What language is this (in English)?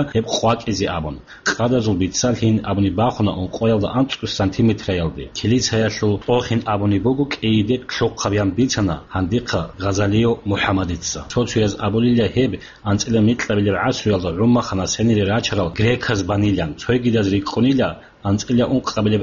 Avaric